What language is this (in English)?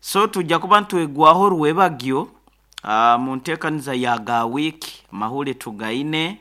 Nyoro